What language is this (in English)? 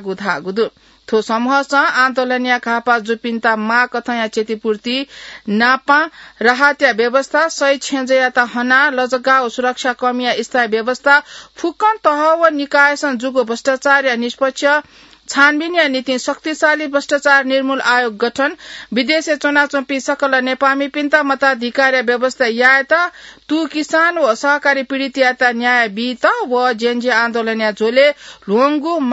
Newari